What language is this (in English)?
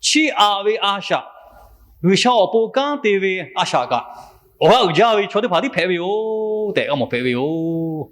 Lahu